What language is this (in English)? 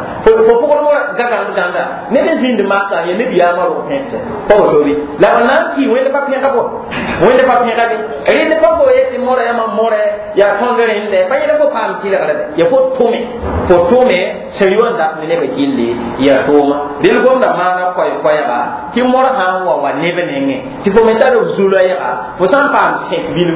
Mossi